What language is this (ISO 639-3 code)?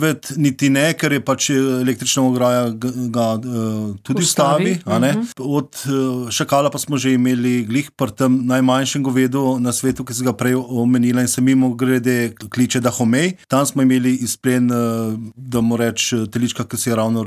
slv